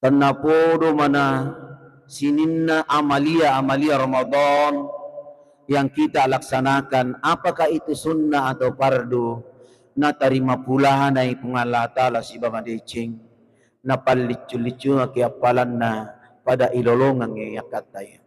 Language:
Buginese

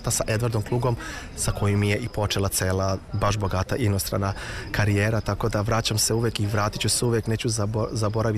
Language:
Serbian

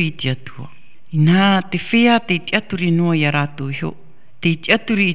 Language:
Tahitian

